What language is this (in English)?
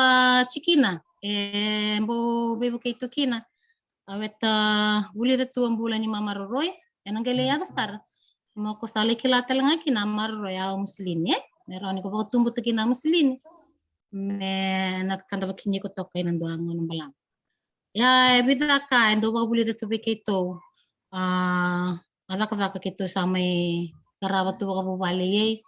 Fijian